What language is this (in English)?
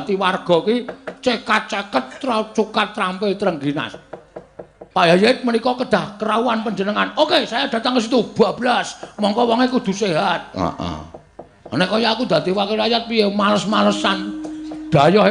Javanese